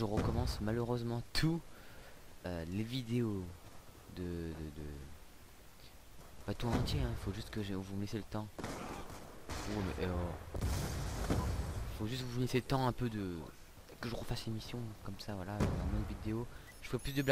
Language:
French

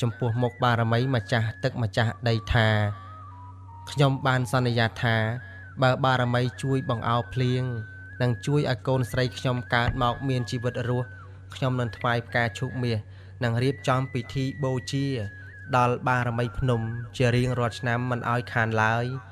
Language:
Khmer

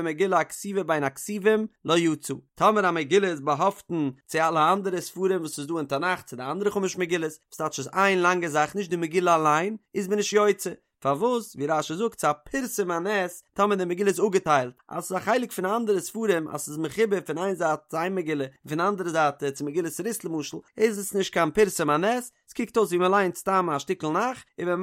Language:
Yiddish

